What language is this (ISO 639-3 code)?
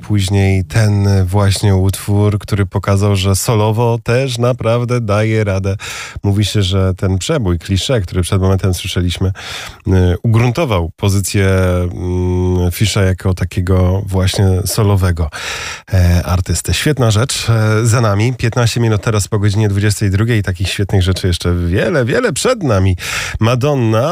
pol